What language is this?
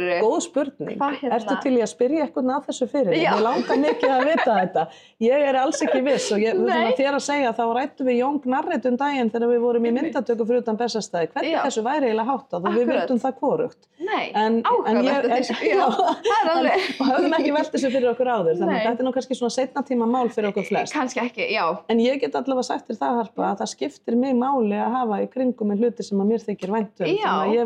Icelandic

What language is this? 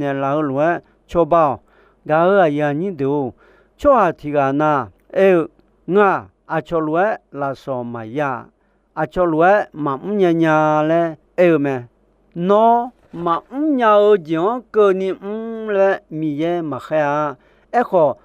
Akha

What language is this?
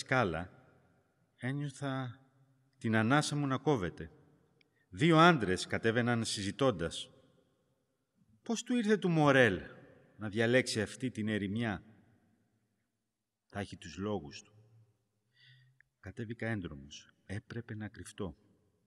Greek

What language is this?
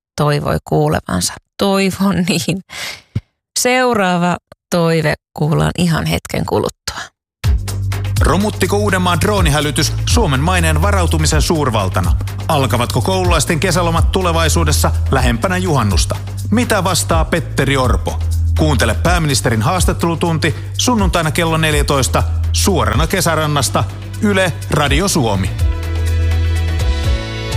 Finnish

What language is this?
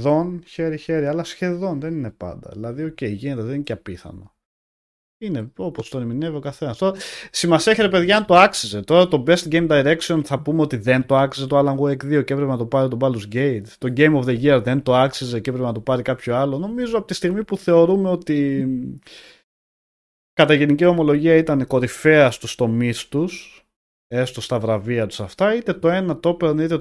Greek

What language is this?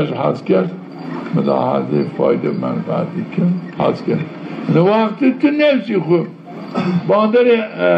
Zaza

